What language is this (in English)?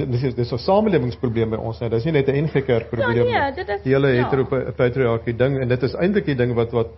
Afrikaans